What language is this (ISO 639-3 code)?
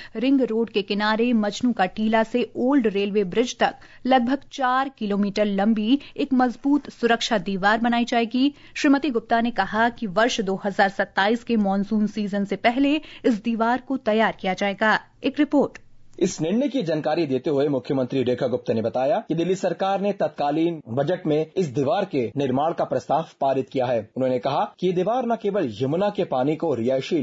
hin